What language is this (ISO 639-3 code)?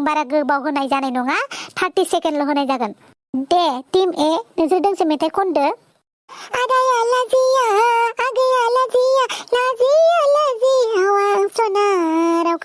brx